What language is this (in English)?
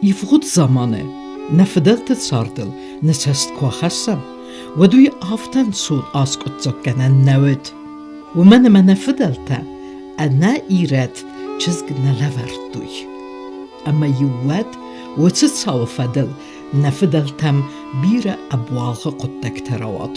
Ossetic